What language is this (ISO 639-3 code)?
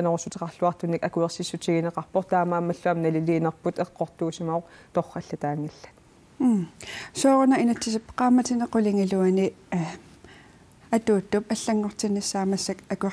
kal